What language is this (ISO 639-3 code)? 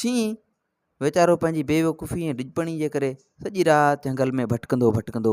snd